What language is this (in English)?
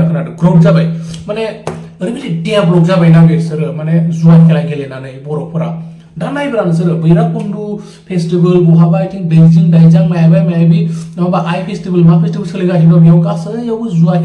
Bodo